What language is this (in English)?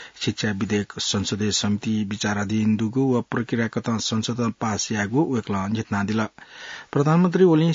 Newari